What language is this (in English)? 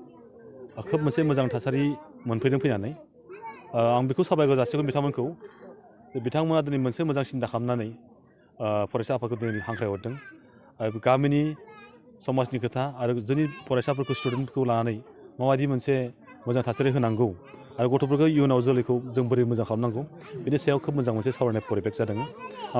Bodo